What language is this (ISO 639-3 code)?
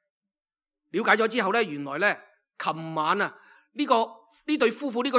yue